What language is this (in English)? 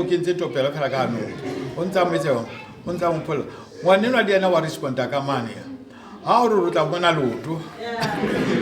Southern Sotho